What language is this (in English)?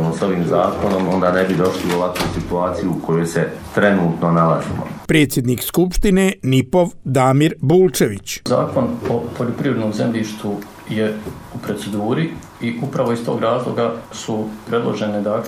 Bosnian